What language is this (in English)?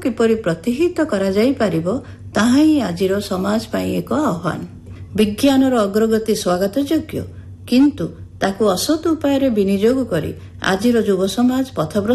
Odia